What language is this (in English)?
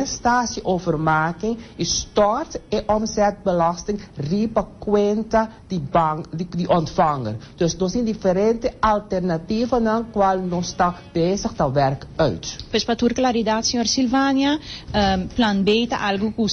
Papiamento